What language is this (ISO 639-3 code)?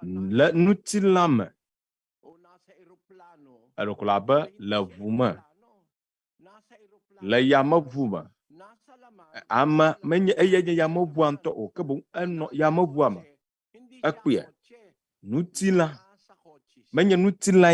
ewe